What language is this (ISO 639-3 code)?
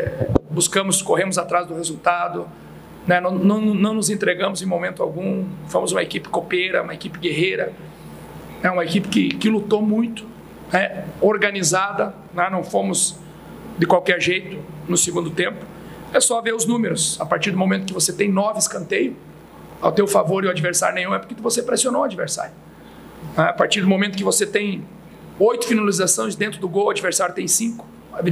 por